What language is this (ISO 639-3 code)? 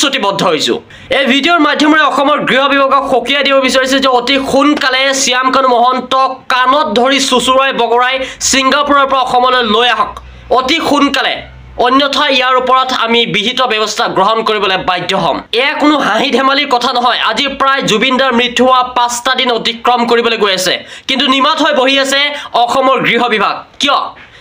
asm